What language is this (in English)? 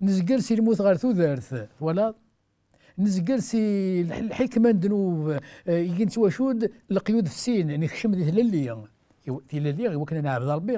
Kabyle